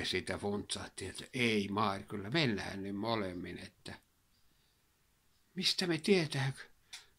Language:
Finnish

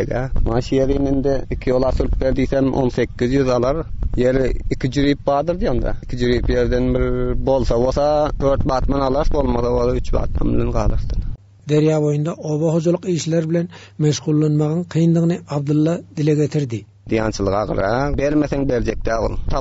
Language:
Turkmen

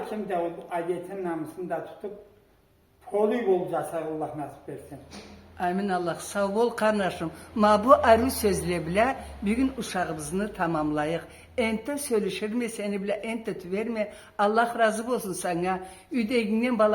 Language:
Karachay-Balkar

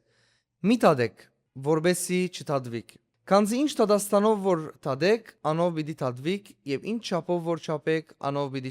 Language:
Western Armenian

